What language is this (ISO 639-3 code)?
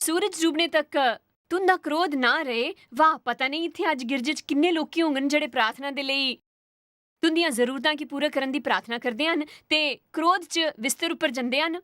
doi